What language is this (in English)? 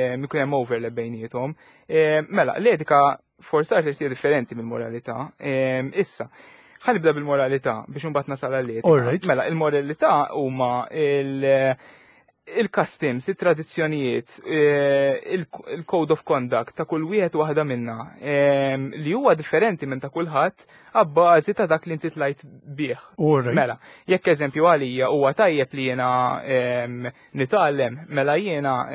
Maltese